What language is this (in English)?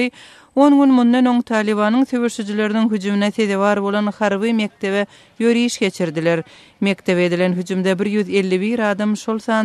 Turkmen